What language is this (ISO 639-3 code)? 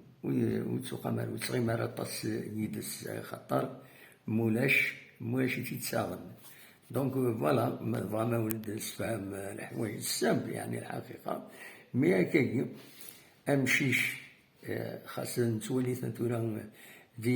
kab